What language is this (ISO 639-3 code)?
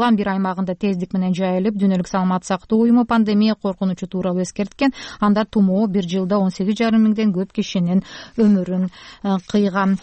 kir